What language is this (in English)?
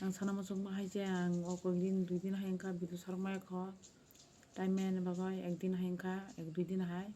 Kok Borok